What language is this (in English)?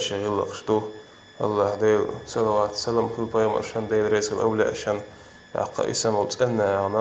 Chechen